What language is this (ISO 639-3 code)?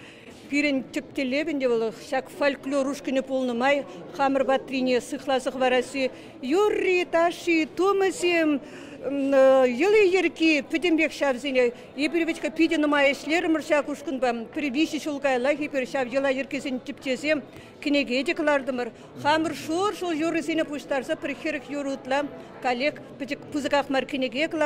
chv